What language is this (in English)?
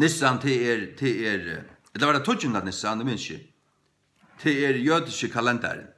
Faroese